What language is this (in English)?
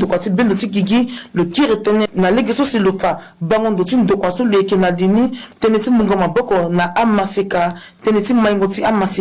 Sango